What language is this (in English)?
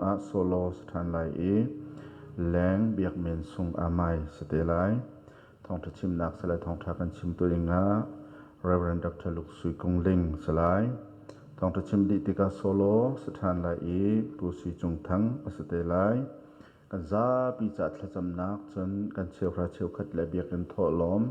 Hakha Chin